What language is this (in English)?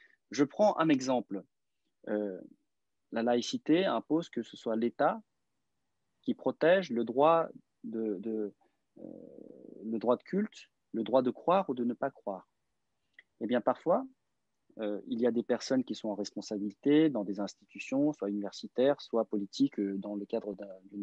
French